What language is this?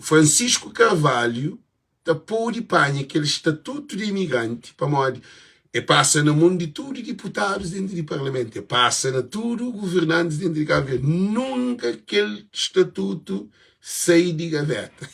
Kabuverdianu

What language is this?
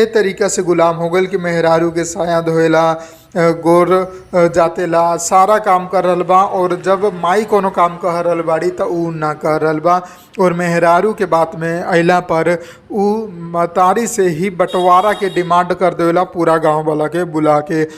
Bhojpuri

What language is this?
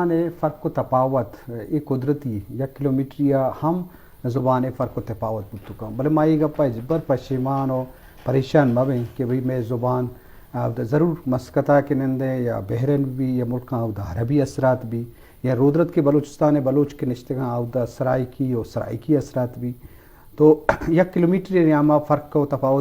Eastern Balochi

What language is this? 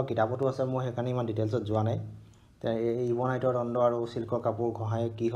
Assamese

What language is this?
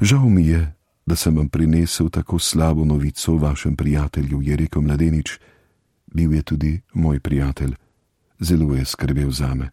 Slovenian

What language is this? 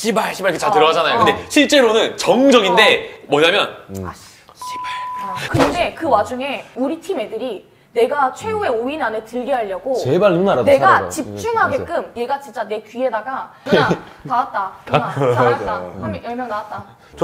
Korean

